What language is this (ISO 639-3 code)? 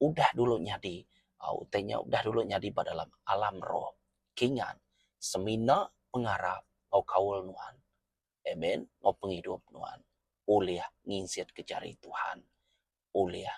iba